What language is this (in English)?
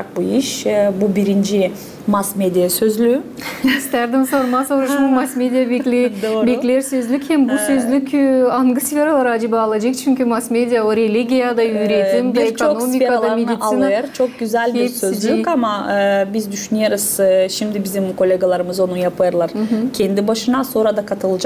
Gagauz